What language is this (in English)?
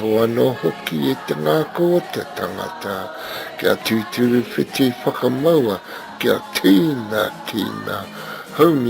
Māori